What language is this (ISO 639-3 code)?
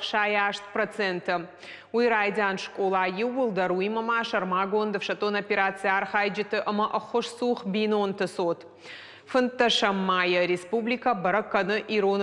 oss